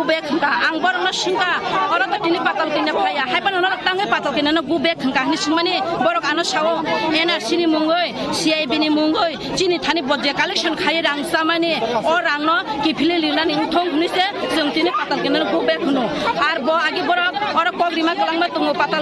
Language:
Kok Borok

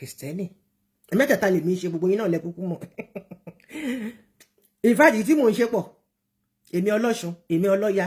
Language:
Yoruba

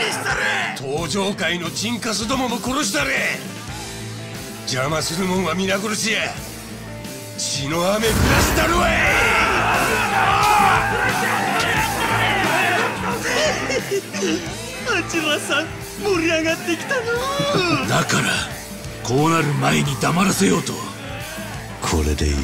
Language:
Japanese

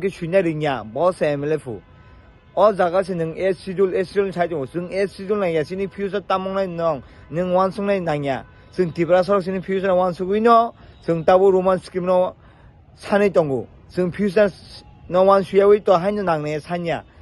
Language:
Kok Borok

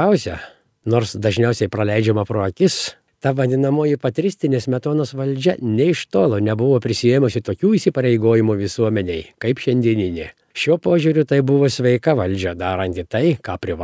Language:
Lithuanian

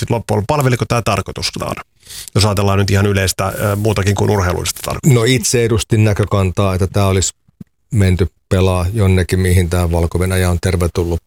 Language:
Finnish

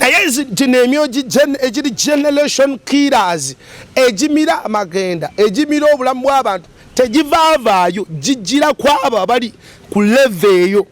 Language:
Ganda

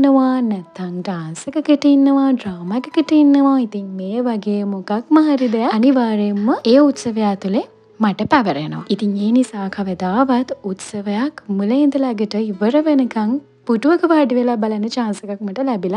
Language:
Sinhala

